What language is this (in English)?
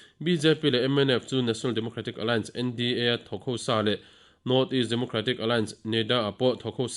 Mizo